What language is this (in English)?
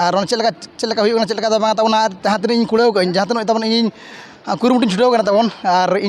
Santali